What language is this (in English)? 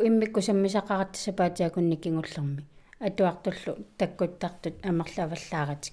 Kalaallisut